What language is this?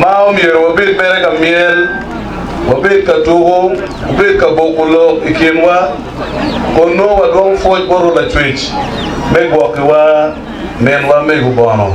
Acoli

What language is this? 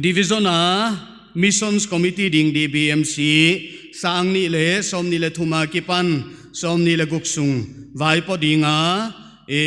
Paite Chin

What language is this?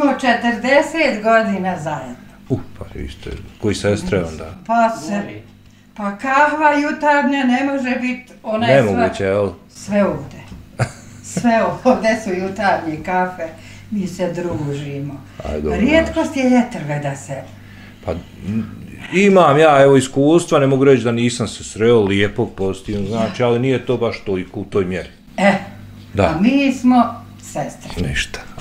Bosnian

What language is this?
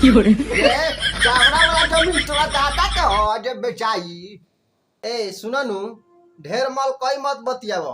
Bhojpuri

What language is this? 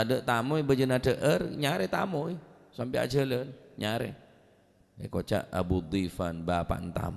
Madurese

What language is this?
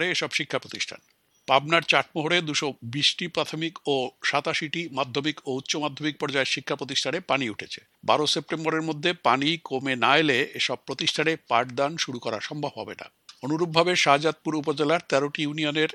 Bangla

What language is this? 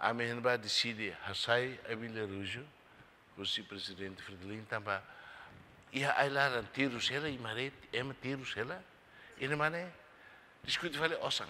Tetum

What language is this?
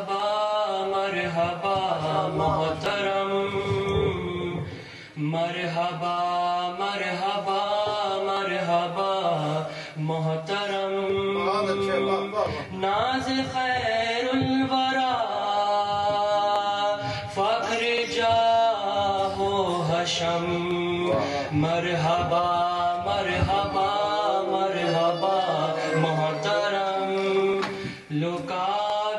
Urdu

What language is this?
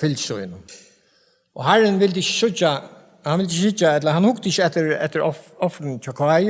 Faroese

